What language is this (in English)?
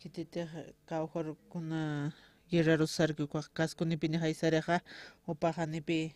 Aymara